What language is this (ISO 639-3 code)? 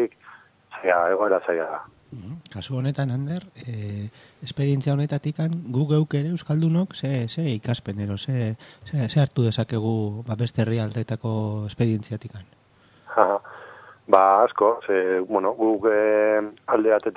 eus